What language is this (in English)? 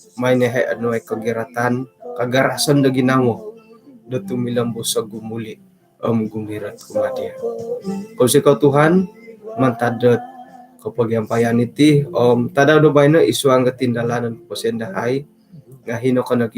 Central Dusun